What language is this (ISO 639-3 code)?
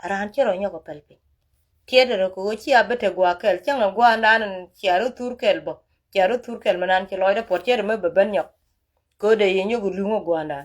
nus